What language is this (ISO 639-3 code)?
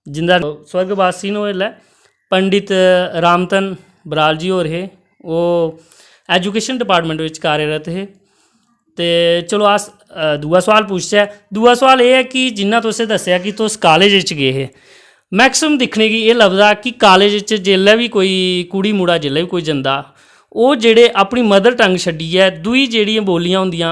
doi